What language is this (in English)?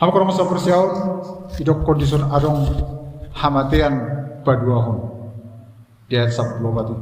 Batak Toba